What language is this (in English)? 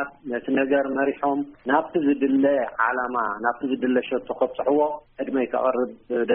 Tigrinya